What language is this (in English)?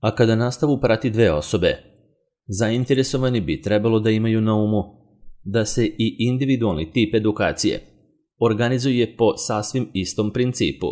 Serbian